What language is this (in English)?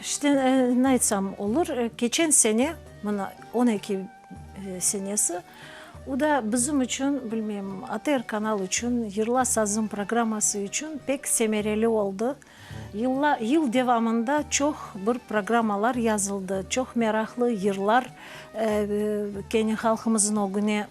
Crimean Tatar